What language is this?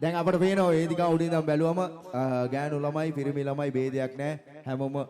Sinhala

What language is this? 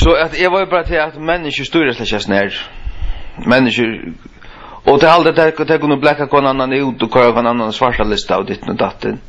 Faroese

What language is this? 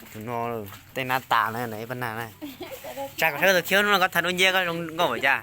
Hmong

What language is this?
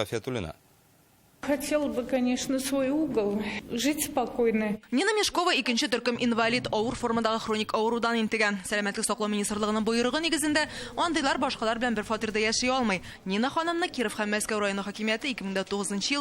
Tatar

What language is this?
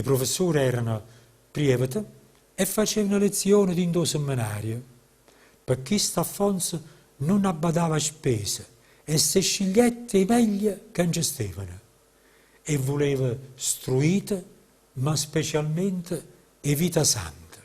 Neapolitan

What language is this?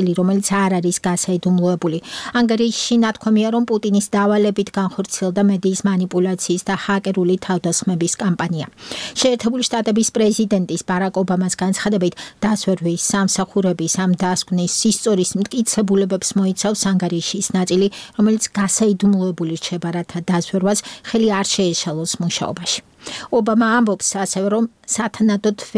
Georgian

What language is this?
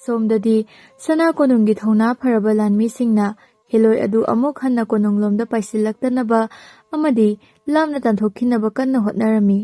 Manipuri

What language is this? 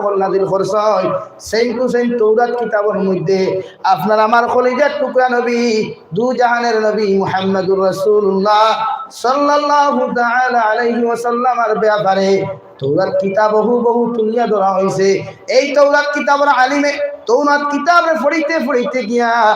Sylheti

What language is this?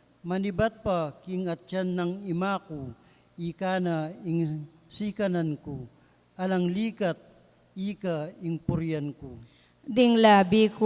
Pampanga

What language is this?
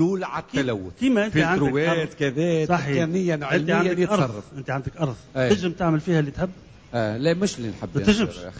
Tunisian Arabic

